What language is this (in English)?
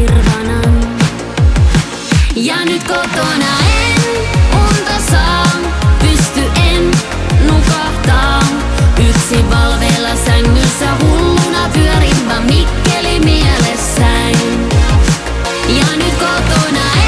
Finnish